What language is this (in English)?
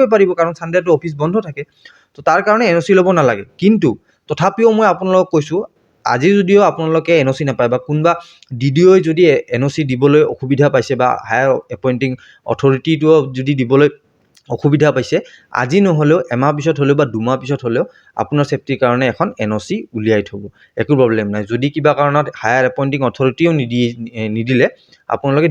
Assamese